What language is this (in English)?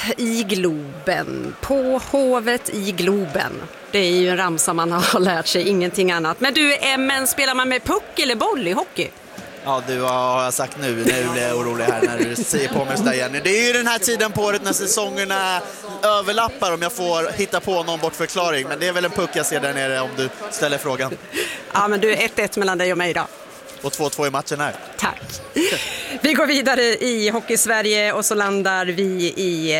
Swedish